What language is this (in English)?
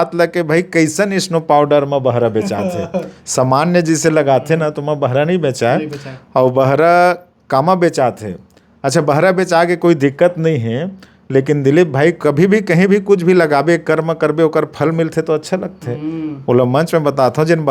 Chhattisgarhi